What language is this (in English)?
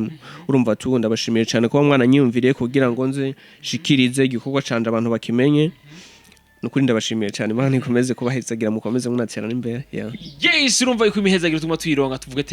Rundi